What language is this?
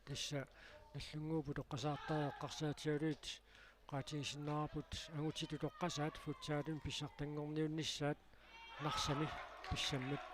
Kalaallisut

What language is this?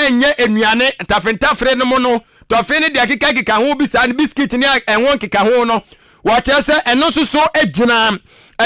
Akan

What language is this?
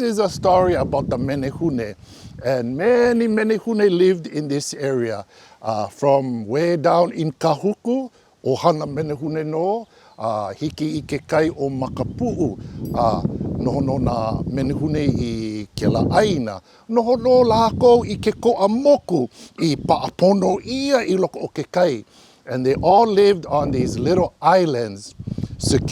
Hawaiian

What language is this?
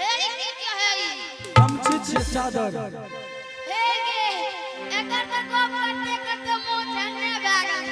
Angika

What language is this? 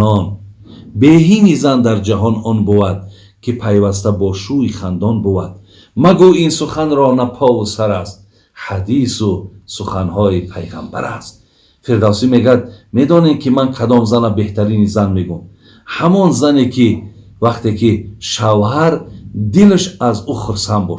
Tajik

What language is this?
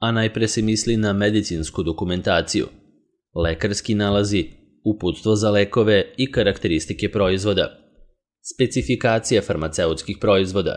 Serbian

